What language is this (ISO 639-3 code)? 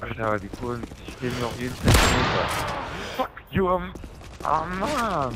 gsw